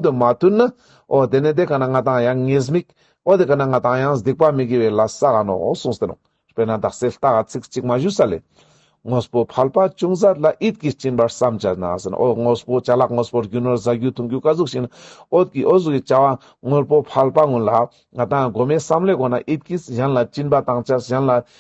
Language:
Ladakhi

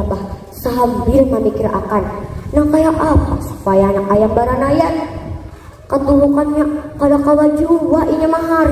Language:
Banjar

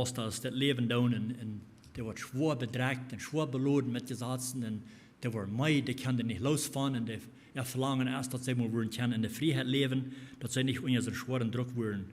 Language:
Plautdietsch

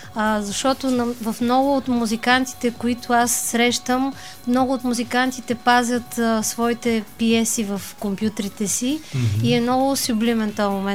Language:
Bulgarian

